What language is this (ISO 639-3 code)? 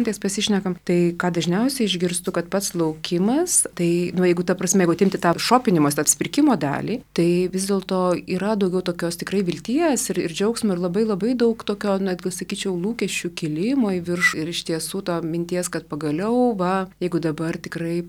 lit